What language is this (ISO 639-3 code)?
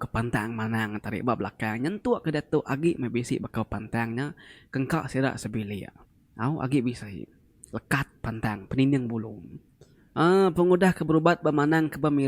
iba